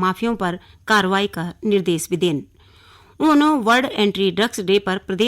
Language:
Garhwali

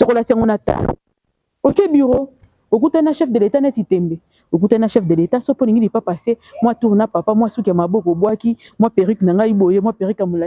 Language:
Lingala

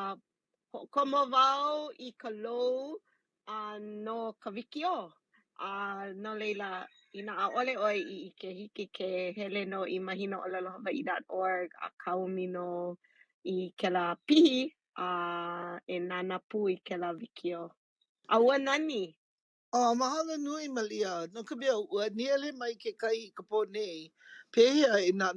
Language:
Hawaiian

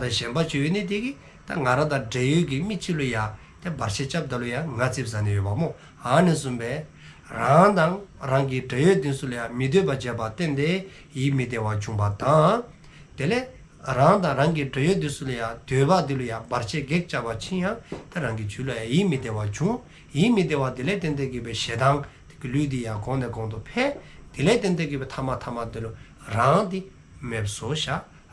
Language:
Dzongkha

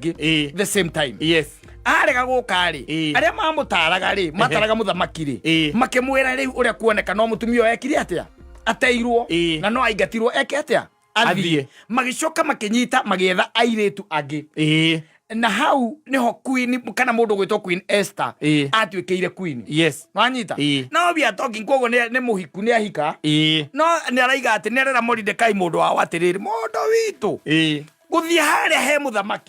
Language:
Kikuyu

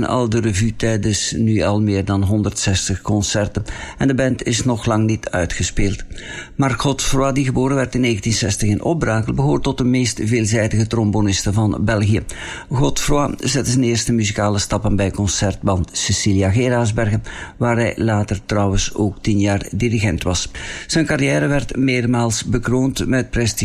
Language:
Dutch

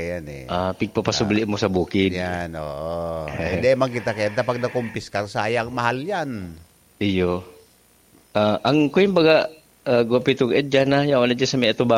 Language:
Bikol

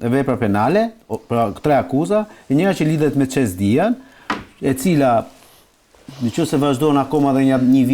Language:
Albanian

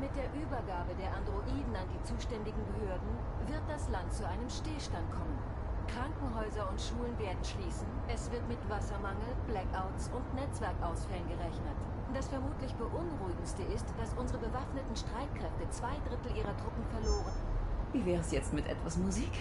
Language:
Swiss German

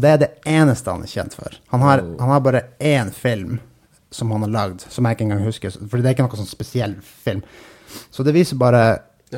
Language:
Norwegian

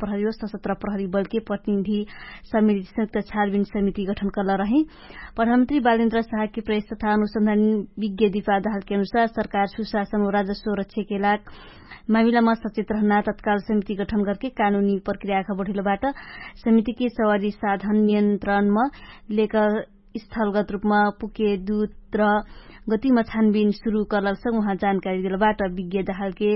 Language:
Dangaura Tharu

